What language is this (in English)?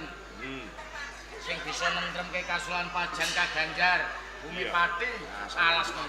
Javanese